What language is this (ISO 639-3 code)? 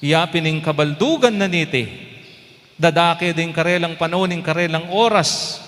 pam